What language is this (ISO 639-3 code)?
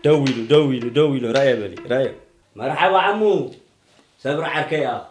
tir